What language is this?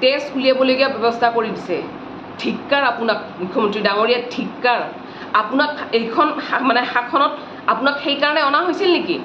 Assamese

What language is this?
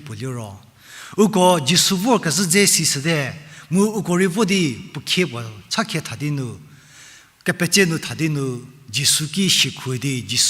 Angami Naga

